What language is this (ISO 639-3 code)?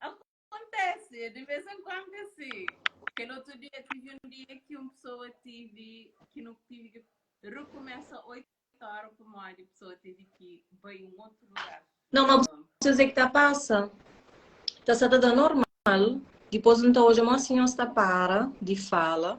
kea